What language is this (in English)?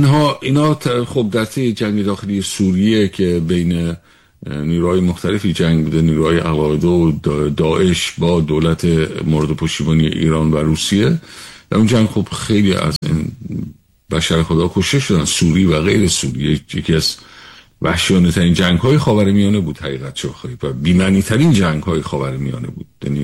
Persian